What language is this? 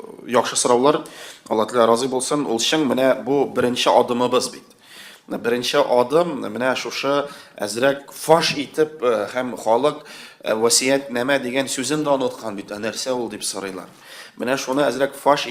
Tatar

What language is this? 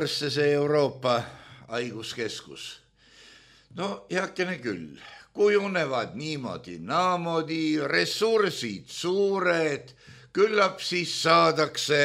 Estonian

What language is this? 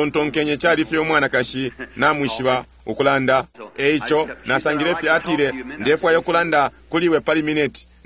Bemba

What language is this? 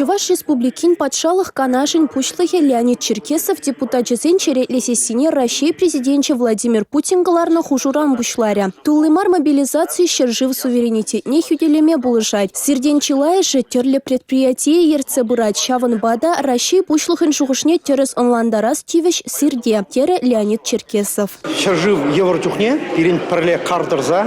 Chuvash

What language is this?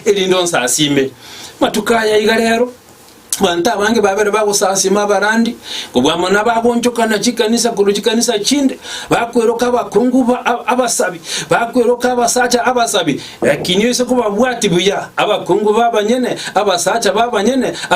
Gusii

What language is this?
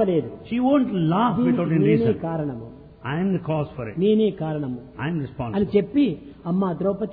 Telugu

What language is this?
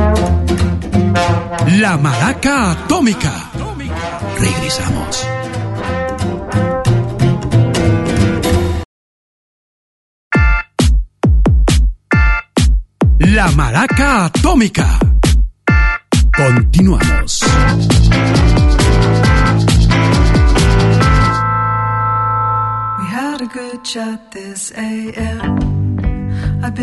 Spanish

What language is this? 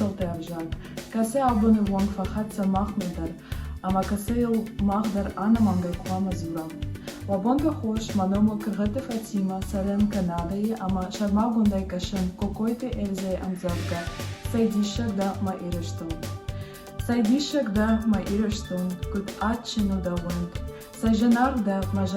Ossetic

